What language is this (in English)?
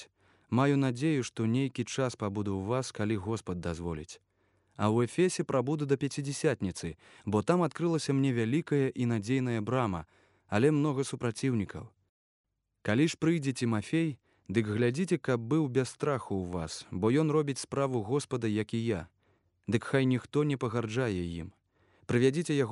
Belarusian